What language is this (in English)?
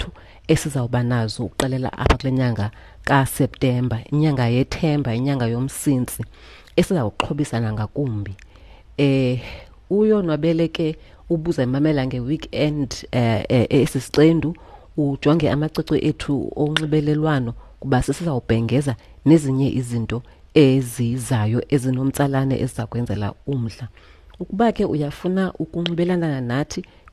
Xhosa